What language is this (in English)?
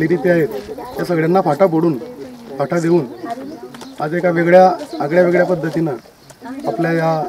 Marathi